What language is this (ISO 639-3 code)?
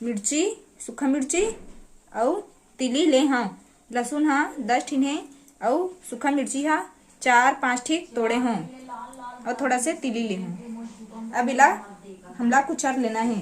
hne